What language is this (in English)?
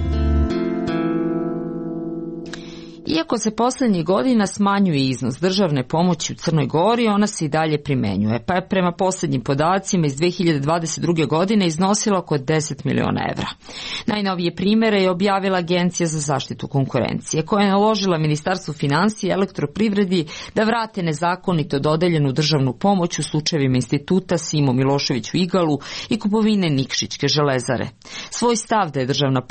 Serbian